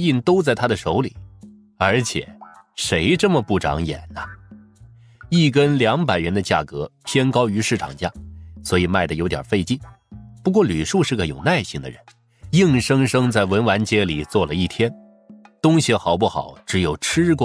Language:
Chinese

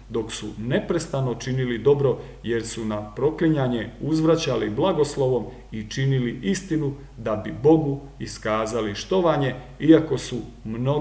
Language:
Croatian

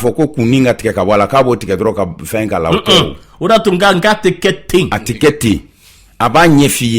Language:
Bambara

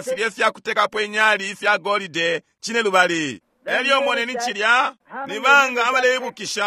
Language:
Bemba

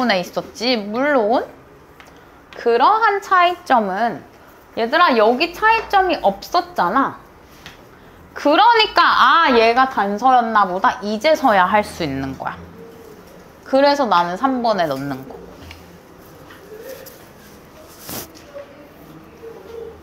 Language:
Korean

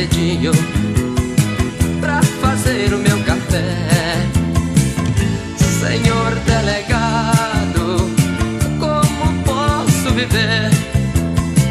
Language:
Portuguese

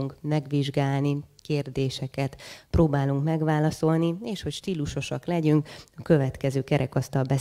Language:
Hungarian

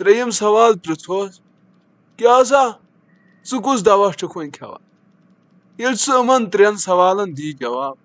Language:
Kashmiri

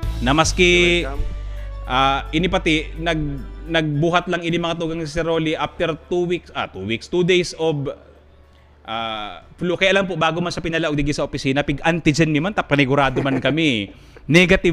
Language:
Bikol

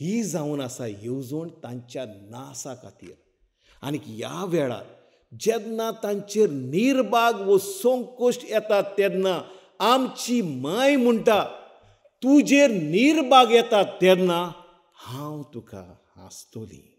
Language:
Konkani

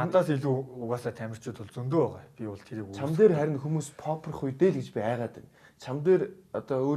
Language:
Mongolian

